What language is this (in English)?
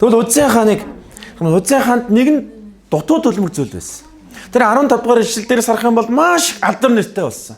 Mongolian